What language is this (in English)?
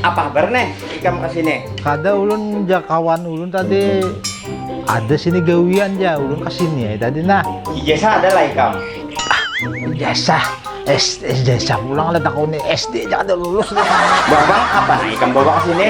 Banjar